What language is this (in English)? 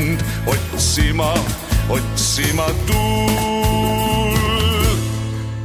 Estonian